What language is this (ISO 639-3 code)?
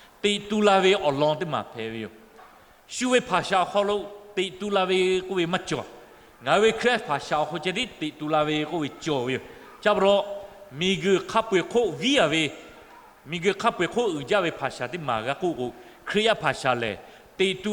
lhu